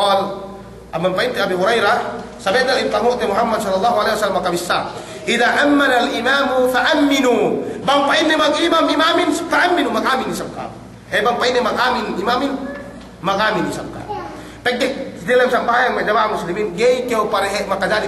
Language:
Yakan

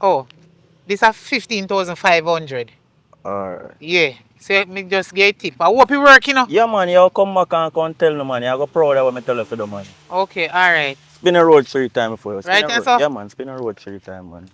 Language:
Jamaican Creole English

